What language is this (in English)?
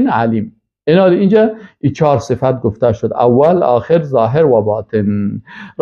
Persian